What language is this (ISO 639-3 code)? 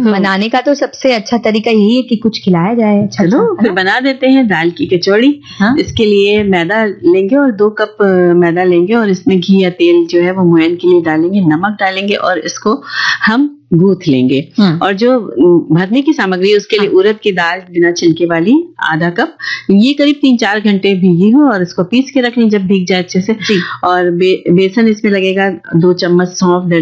hin